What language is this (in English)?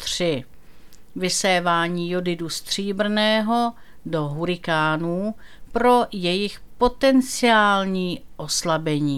Czech